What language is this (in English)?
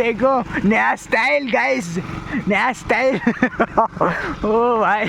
Assamese